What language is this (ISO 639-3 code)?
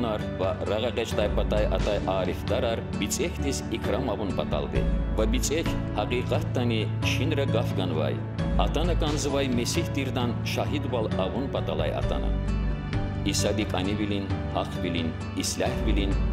lez